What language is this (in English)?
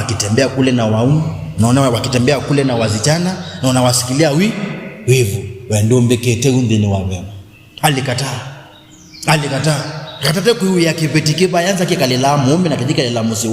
Kamba